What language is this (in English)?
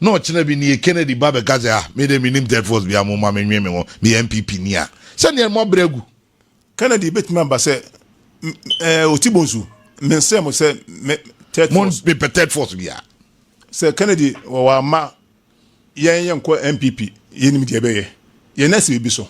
Akan